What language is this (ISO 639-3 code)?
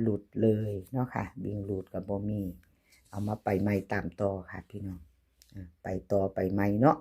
tts